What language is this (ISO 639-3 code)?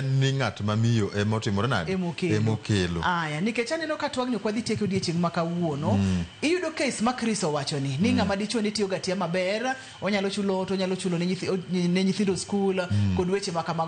luo